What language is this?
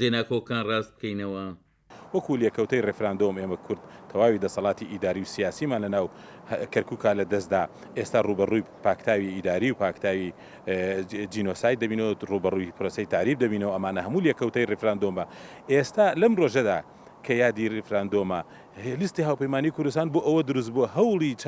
Central Kurdish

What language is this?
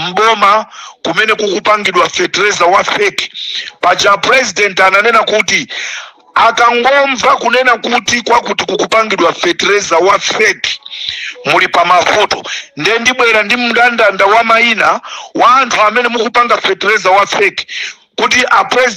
Nyanja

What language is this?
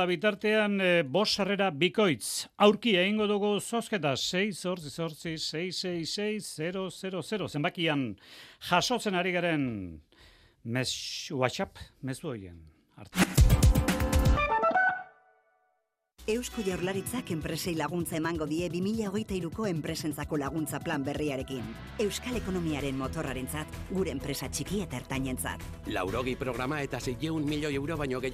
Basque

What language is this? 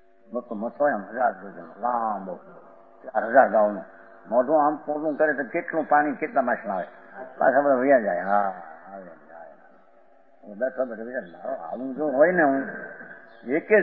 Gujarati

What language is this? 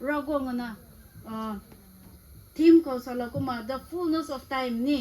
Rongmei Naga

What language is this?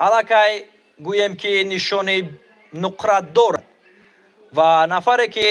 Tajik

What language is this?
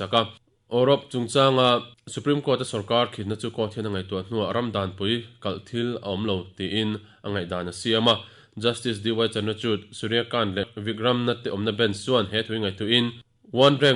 Mizo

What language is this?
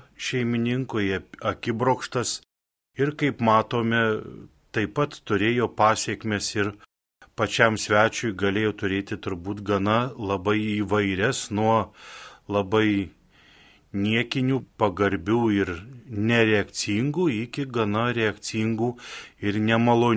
Lithuanian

